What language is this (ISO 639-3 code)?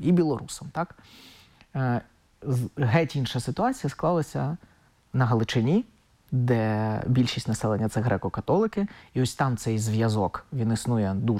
ukr